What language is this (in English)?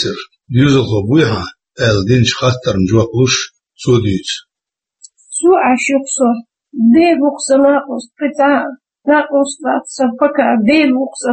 Chechen